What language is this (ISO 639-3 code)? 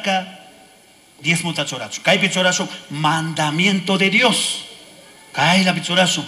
qug